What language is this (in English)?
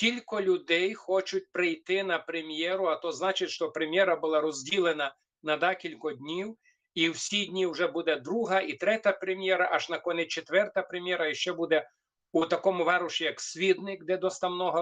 Rusyn